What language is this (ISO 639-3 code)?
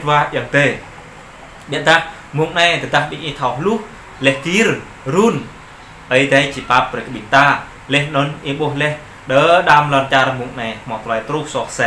jra